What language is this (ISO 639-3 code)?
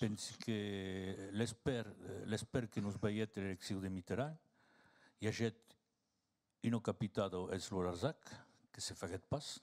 oci